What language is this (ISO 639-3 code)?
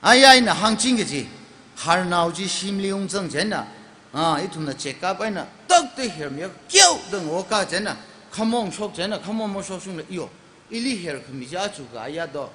nmf